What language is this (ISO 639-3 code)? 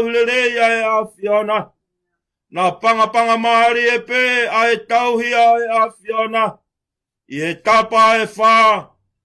ton